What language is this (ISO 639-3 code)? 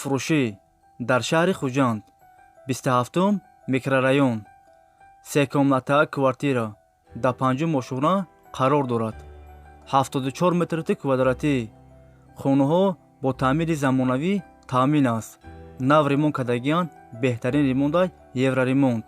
tgk